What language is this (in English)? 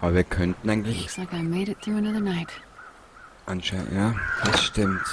Bavarian